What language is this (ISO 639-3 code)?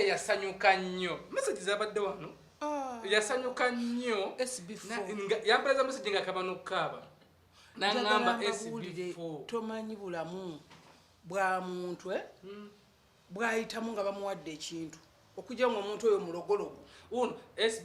lug